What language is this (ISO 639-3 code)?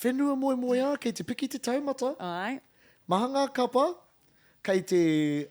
mri